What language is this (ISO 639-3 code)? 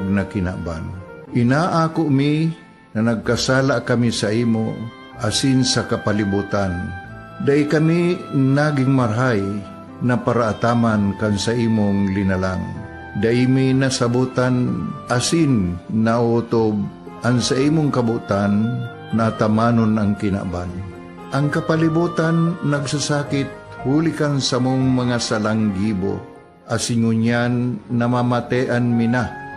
bik